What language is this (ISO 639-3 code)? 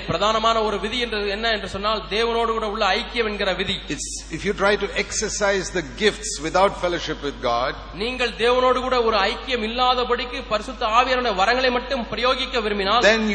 tam